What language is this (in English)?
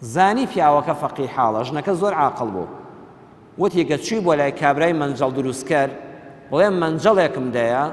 Central Kurdish